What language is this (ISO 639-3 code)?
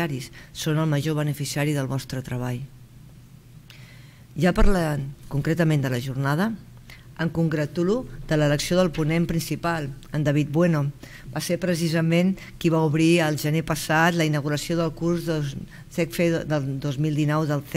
cat